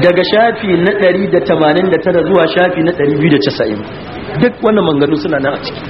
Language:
Hausa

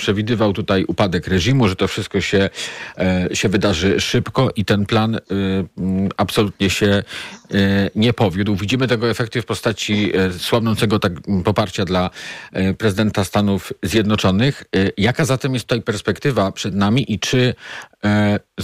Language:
Polish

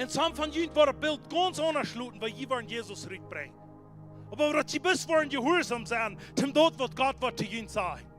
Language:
Plautdietsch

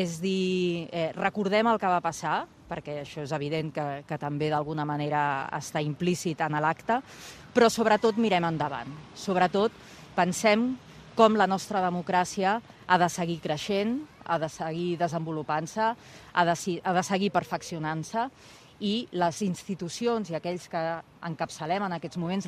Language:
Catalan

